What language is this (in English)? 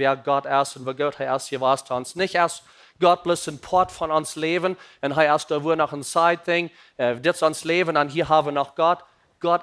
Plautdietsch